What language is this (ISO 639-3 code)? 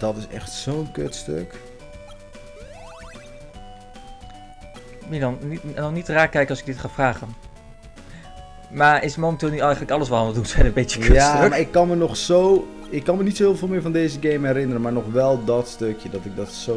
nld